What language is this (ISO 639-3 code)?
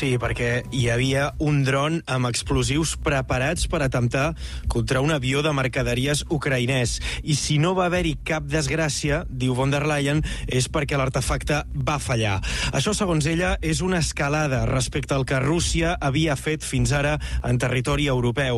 cat